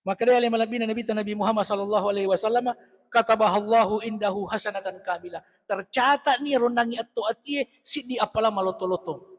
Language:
Buginese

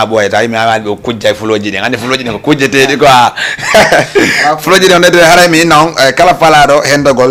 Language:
Fula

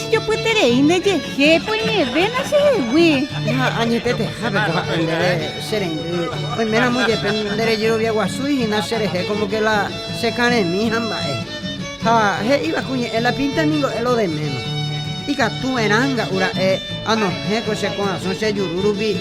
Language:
Guarani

